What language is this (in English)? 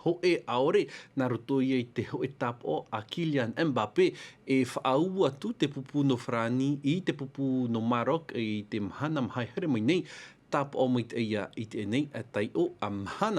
Tahitian